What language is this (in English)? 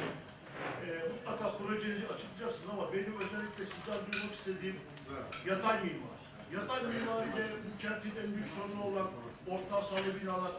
Turkish